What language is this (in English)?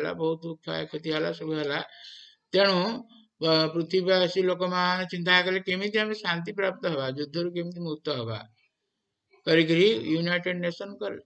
Odia